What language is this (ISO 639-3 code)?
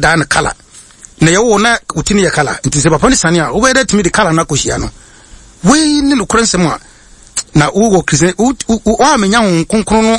aka